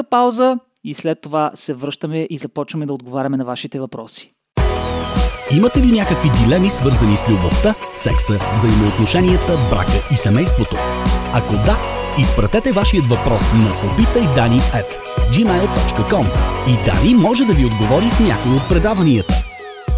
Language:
Bulgarian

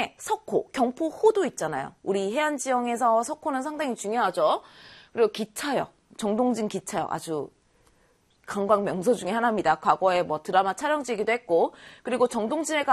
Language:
Korean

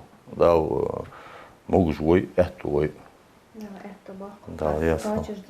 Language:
Ingush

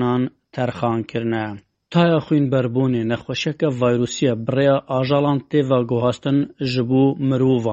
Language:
Kurdish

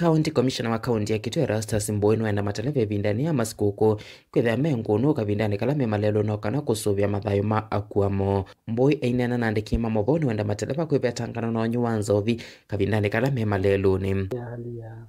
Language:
Kamba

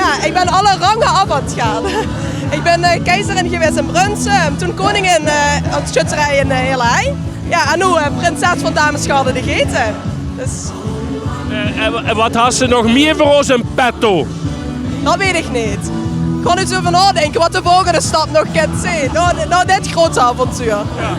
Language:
Limburgish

